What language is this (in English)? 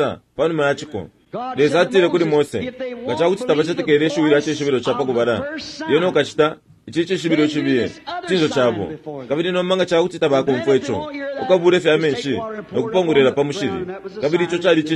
Bemba